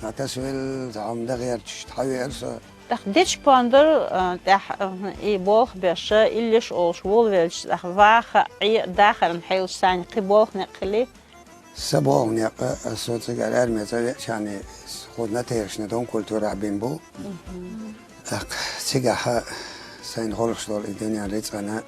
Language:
Chechen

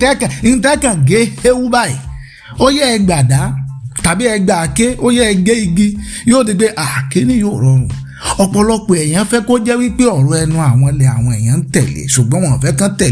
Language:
Yoruba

